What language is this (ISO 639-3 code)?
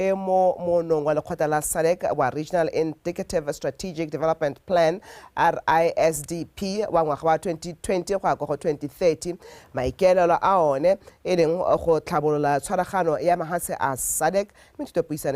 tsn